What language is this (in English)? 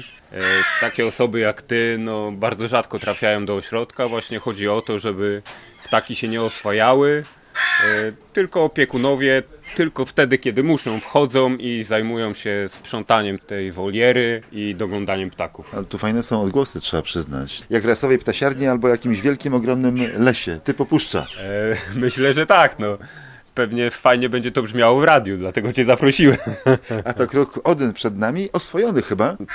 Polish